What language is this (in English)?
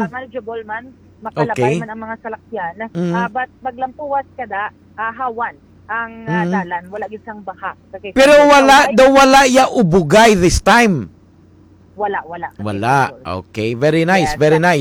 Hiligaynon